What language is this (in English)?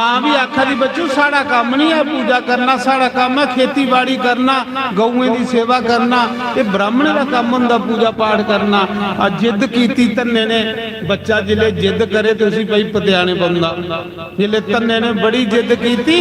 Dogri